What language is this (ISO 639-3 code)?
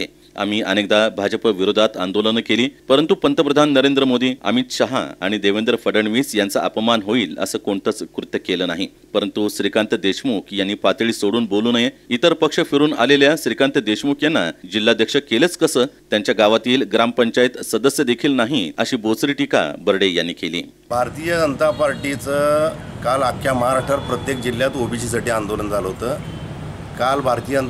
mar